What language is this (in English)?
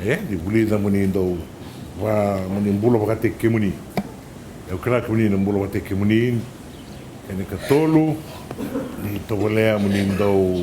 Fijian